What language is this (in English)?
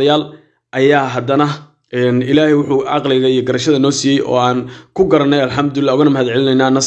Somali